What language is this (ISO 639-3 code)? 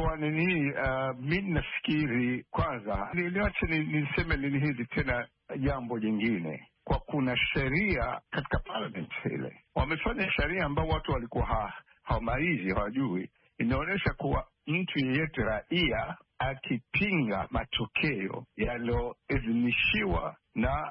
swa